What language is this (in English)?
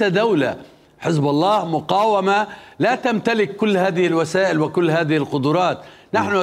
Mesopotamian Arabic